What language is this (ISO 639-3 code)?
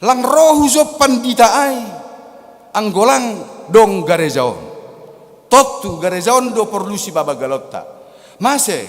bts